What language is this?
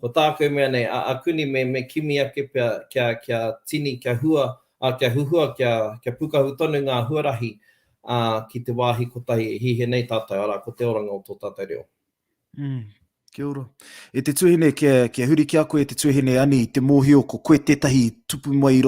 Māori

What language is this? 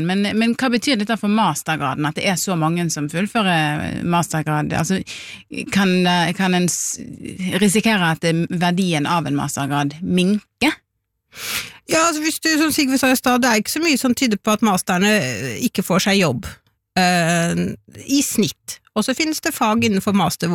Norwegian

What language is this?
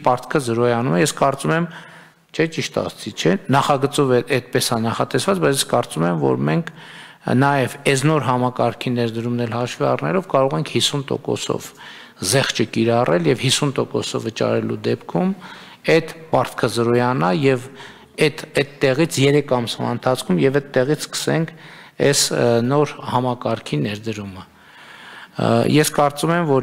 Armenian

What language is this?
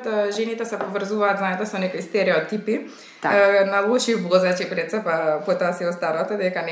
Macedonian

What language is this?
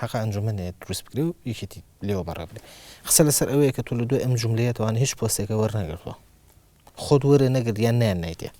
Central Kurdish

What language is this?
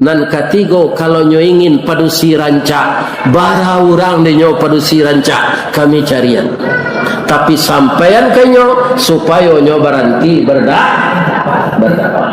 Minangkabau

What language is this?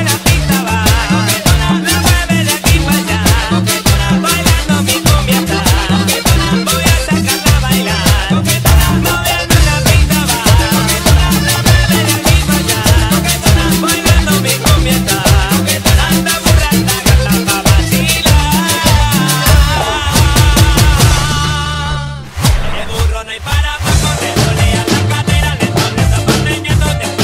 Spanish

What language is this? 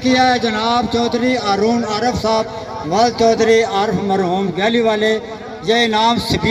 Pahari-Potwari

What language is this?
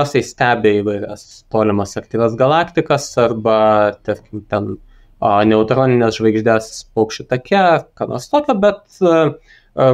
Lithuanian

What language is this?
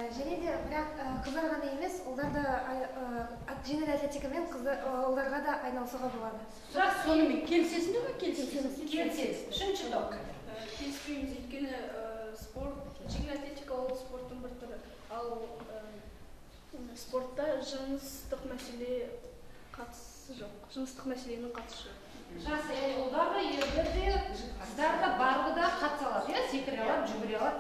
Kazakh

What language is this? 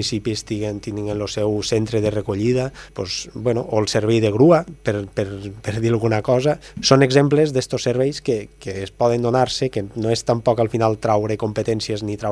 Catalan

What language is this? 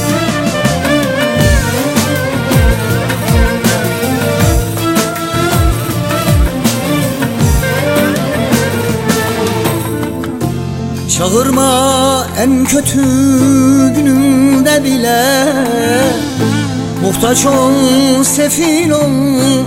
Turkish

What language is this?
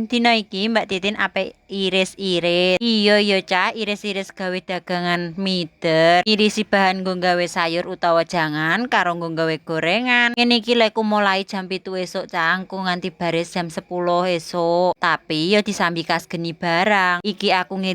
Javanese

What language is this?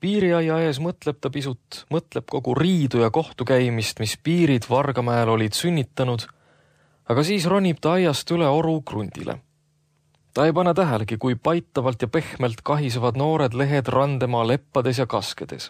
Estonian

